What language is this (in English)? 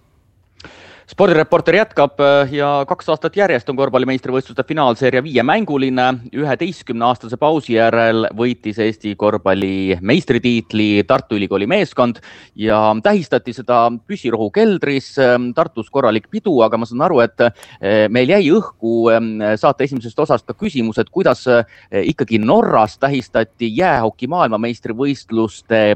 Estonian